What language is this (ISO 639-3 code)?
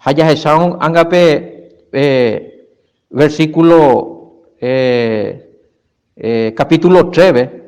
grn